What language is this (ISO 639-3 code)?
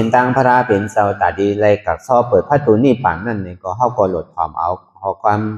shn